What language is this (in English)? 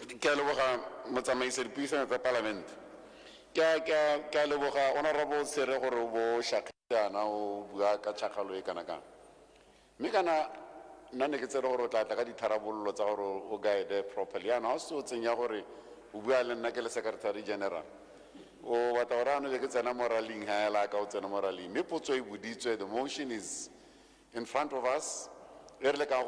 Tswana